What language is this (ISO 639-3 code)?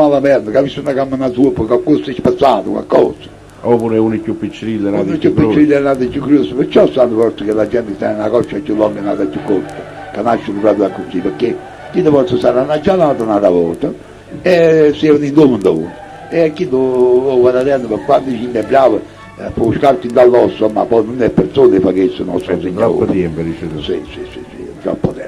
nap